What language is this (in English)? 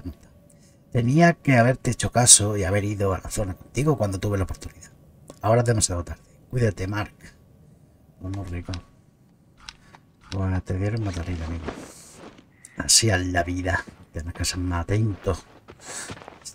Spanish